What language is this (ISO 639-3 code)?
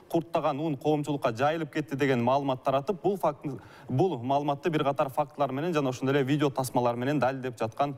kir